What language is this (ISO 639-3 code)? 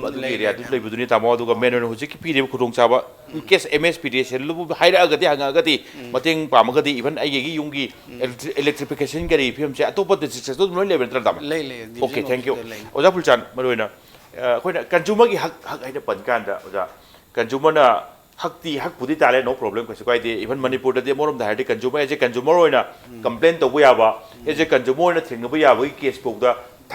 mni